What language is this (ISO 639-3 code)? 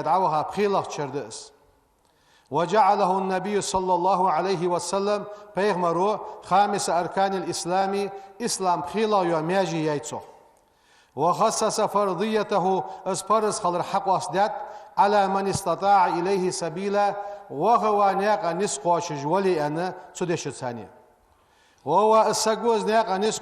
inh